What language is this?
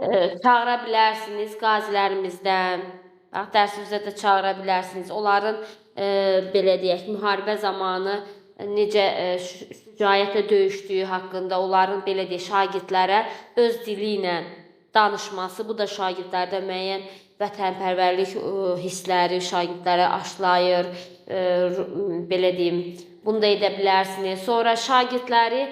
Azerbaijani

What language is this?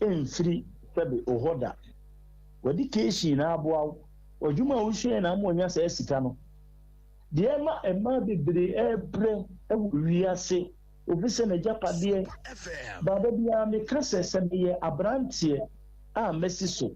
Akan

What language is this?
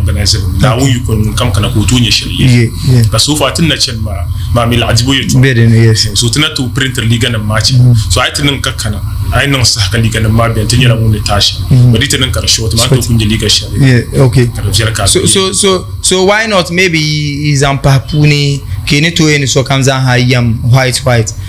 Dagbani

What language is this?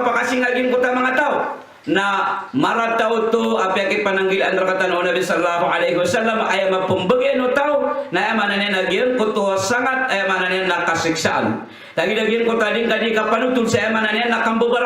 Maranao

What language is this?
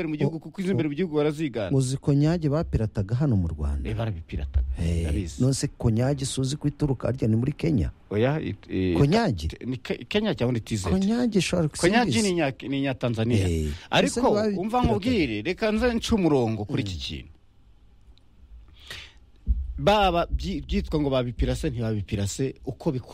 Kinyarwanda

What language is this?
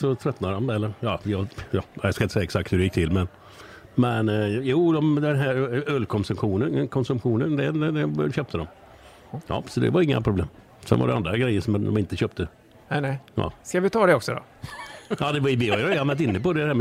Swedish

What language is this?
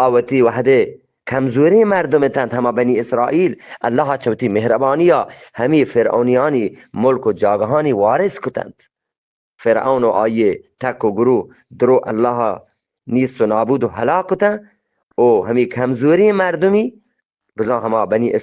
Eastern Balochi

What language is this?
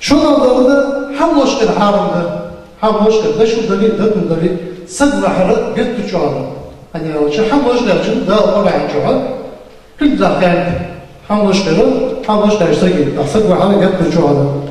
Ingush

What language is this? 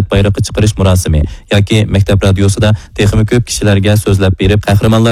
Uyghur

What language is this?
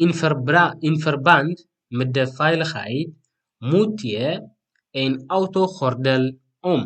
Tigrinya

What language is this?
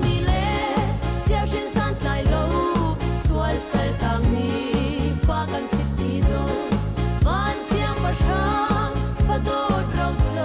Hakha Chin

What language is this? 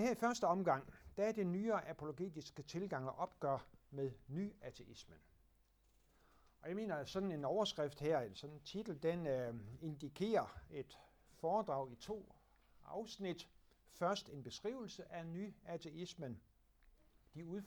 Danish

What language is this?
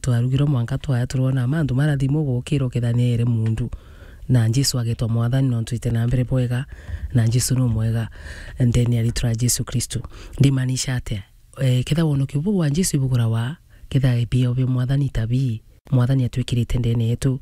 Meru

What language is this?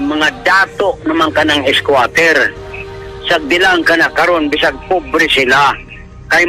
Cebuano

